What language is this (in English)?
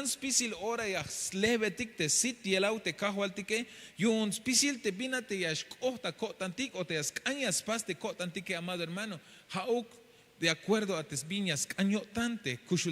Tzeltal